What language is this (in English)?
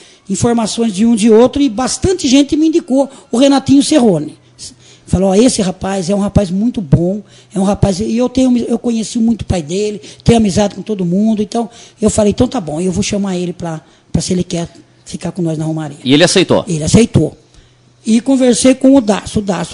Portuguese